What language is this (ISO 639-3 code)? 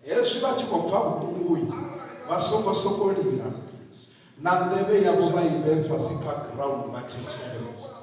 ven